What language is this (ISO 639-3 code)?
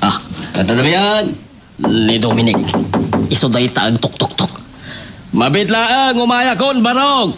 ilo